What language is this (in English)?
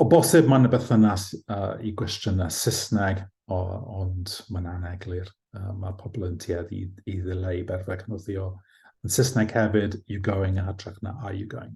Welsh